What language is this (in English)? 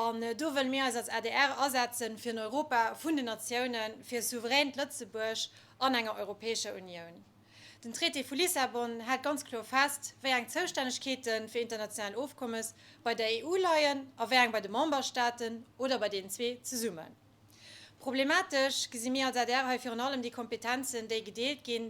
Luxembourgish